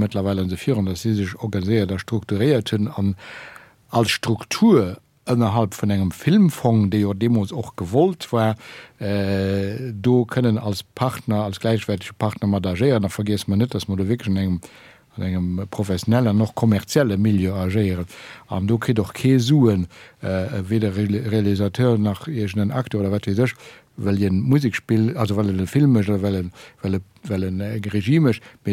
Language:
Luxembourgish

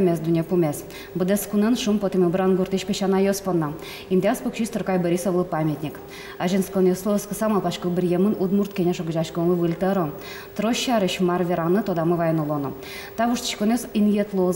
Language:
Udmurt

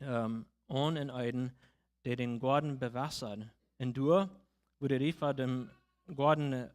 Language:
Plautdietsch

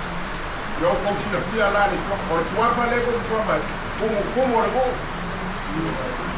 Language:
Samoan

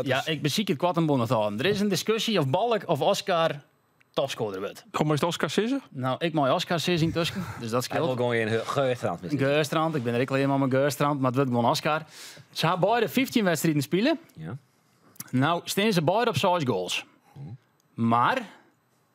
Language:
Western Frisian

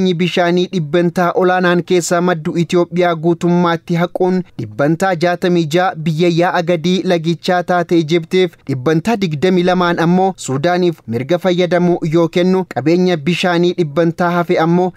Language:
Oromo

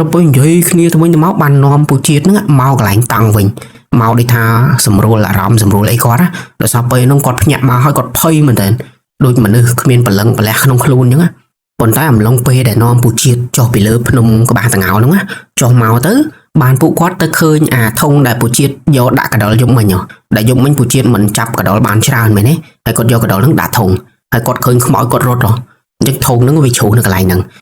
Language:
Khmer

